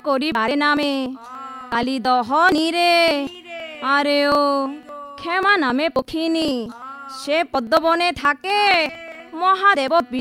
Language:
Bangla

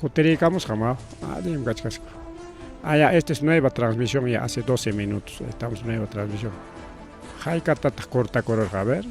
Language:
Ayacucho Quechua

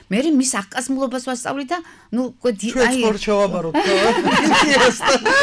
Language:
Georgian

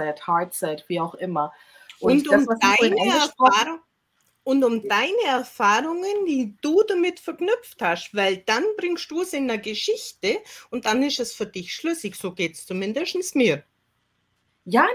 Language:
German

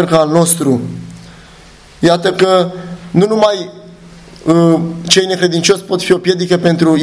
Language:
Romanian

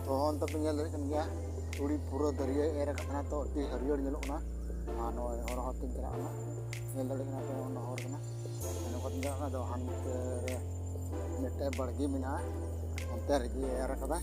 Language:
Santali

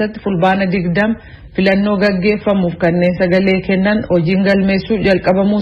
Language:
Oromo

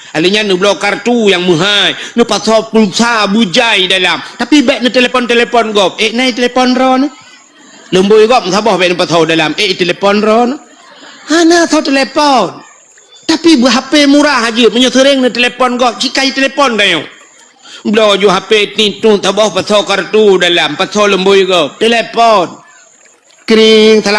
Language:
Achinese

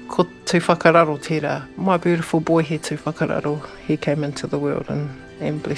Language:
Māori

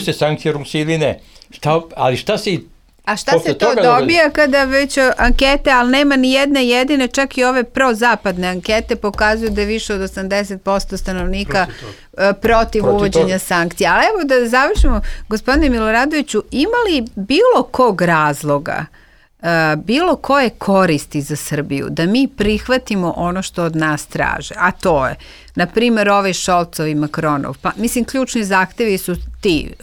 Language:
Serbian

